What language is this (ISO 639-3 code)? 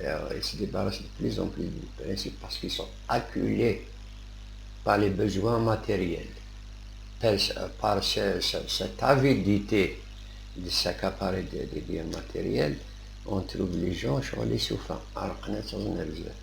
kab